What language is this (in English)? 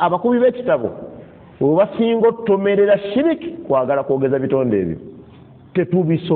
Ganda